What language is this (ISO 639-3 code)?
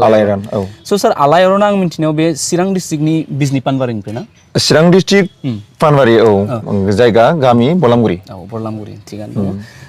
brx